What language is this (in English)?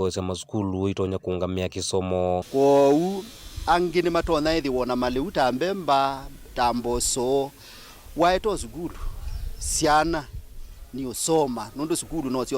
Kamba